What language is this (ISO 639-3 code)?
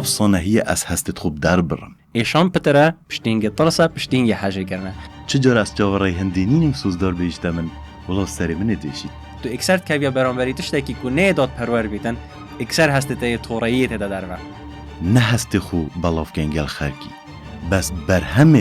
kur